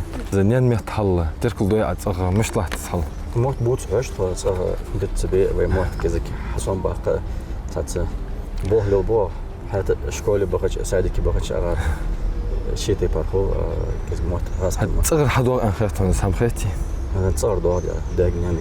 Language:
Ingush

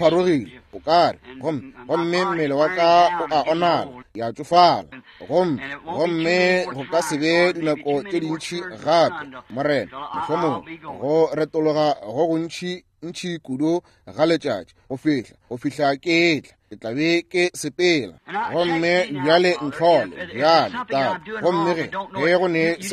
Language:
Northern Sotho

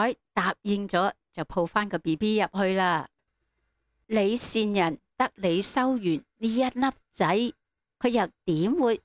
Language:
Cantonese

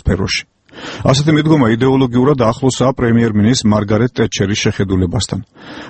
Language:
Georgian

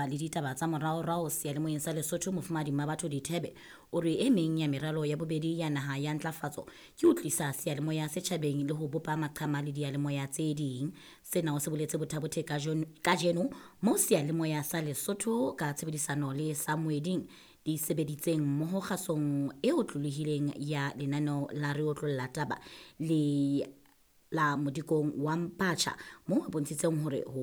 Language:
Southern Sotho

